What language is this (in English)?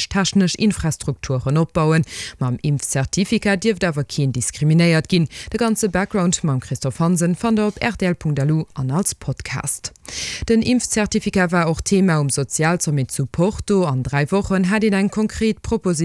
Luxembourgish